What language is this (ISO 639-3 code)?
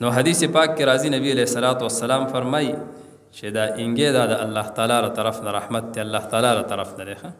pus